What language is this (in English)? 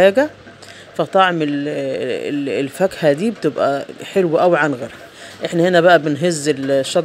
Egyptian Arabic